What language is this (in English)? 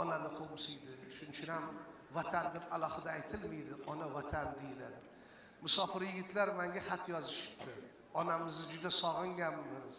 Uzbek